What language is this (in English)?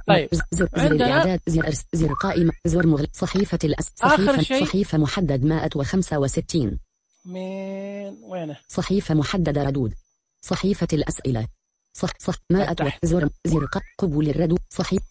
Najdi Arabic